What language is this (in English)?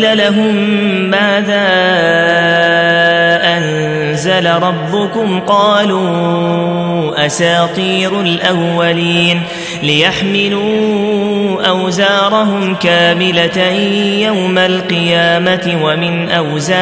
Arabic